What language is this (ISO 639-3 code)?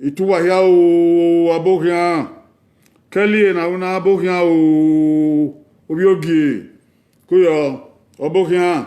bin